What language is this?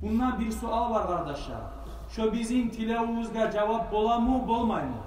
Kumyk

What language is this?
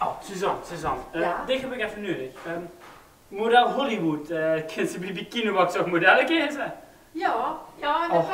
Limburgish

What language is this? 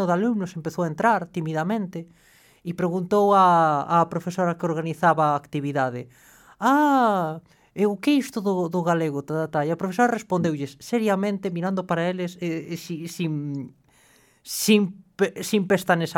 Galician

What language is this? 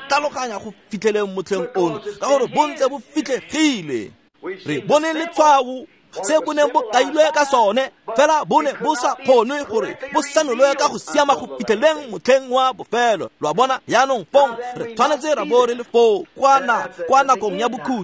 Tswana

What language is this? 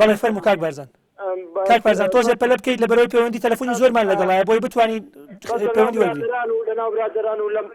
Central Kurdish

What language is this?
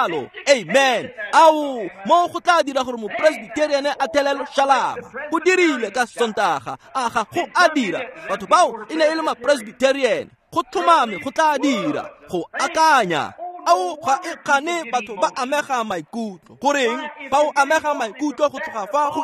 Tswana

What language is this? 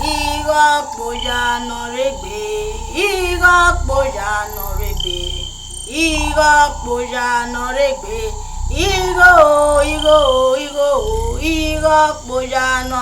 Bini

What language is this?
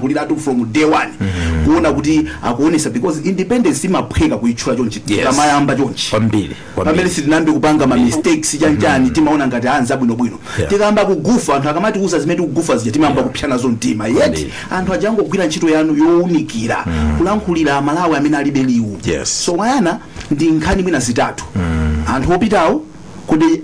Nyanja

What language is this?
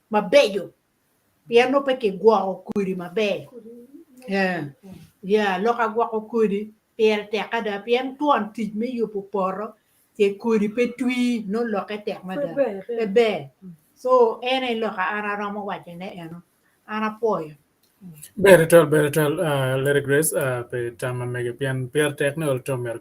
Acoli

